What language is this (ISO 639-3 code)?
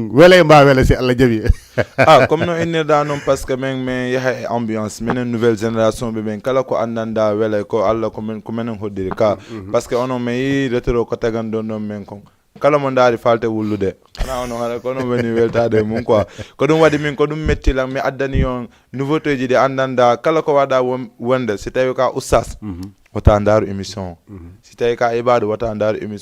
ful